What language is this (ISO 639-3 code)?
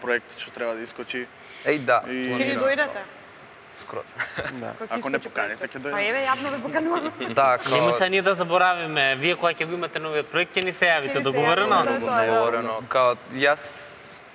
mkd